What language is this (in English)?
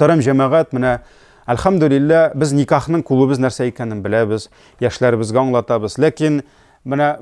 Tatar